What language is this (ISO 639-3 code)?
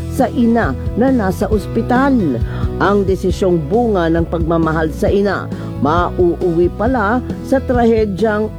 fil